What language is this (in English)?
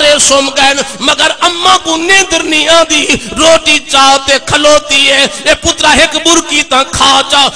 Saraiki